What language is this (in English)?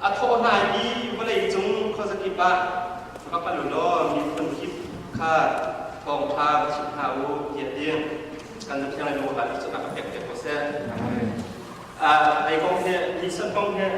Hakha Chin